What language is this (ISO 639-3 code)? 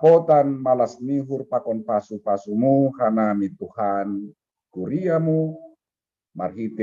bts